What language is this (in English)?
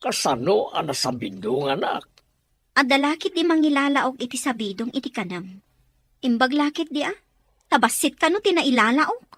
Iloko